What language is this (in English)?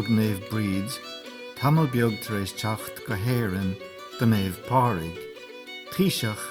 Irish